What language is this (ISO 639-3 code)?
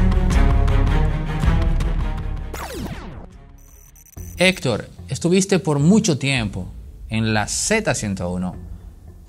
spa